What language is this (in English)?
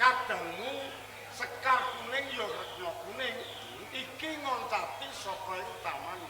Javanese